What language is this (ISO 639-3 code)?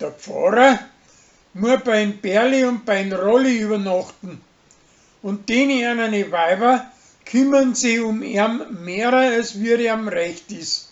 bar